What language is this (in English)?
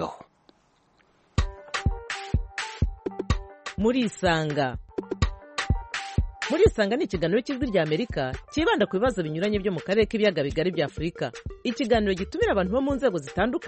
Kinyarwanda